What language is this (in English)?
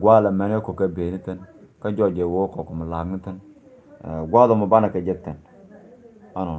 Nuer